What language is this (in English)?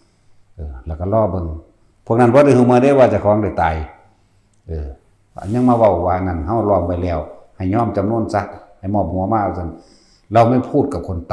Northeastern Thai